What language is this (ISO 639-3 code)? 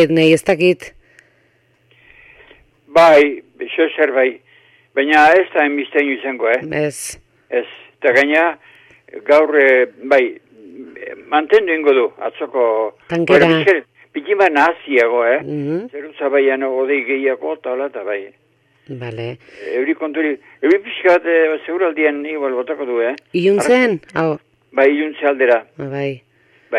eus